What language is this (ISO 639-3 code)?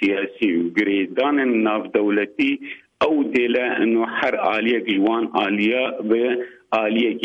kur